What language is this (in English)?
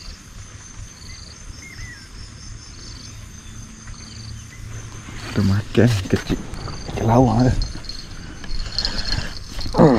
Malay